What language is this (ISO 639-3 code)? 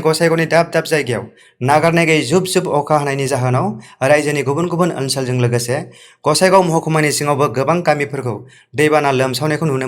brx